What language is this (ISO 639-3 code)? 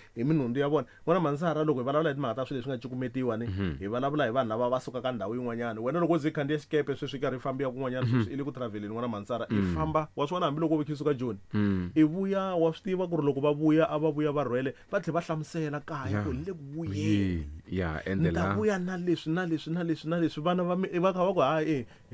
tso